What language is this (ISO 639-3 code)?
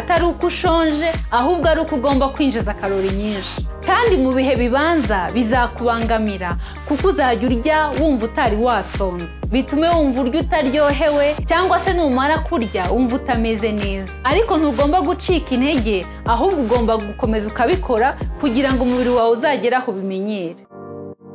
kin